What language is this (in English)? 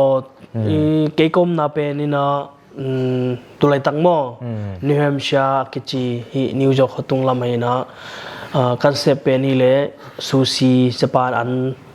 Tedim Chin